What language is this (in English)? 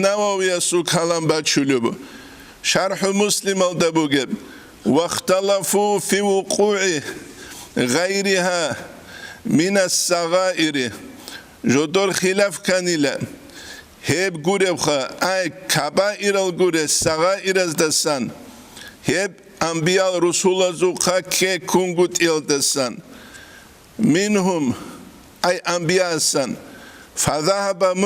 Avaric